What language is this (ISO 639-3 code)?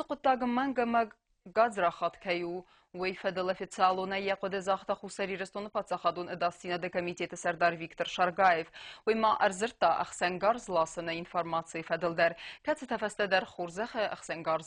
oss